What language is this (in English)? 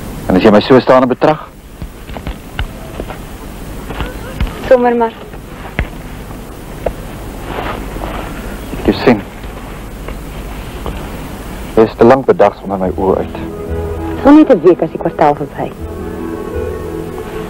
Afrikaans